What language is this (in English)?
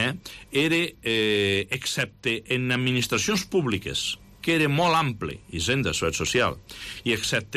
Catalan